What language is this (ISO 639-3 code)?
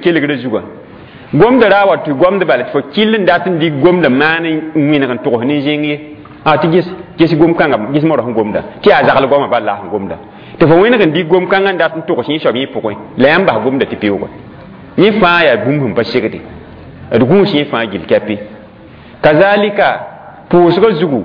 mos